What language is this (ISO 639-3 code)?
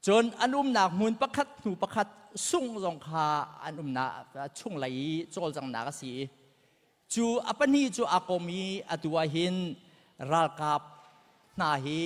cnh